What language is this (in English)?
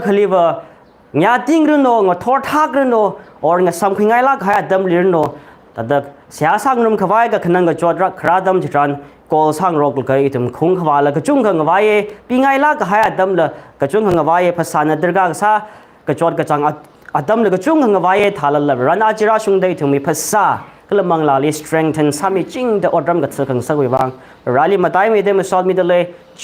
Tangkhul Naga (India)